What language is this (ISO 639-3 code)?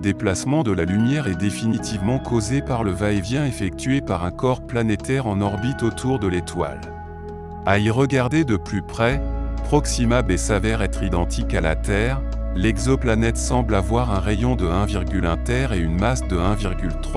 fra